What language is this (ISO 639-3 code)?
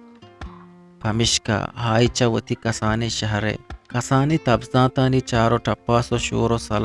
bgp